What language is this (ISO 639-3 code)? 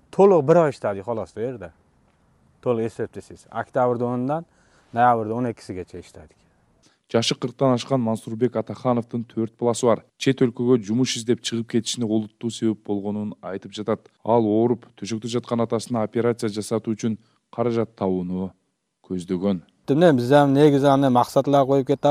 kir